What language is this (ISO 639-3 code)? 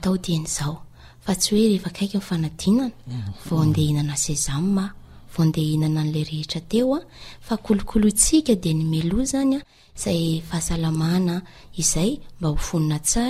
mlg